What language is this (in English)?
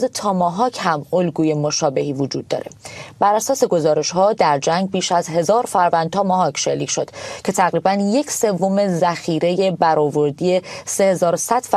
Persian